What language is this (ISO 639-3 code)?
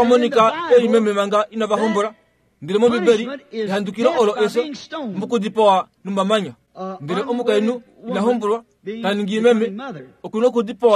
kua